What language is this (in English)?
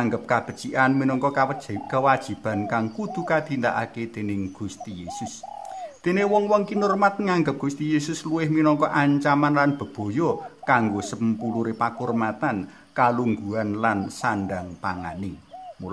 Javanese